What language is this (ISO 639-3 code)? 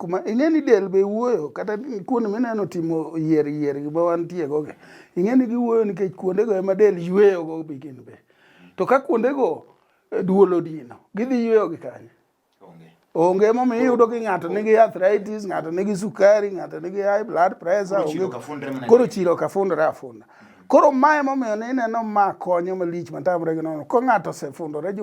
luo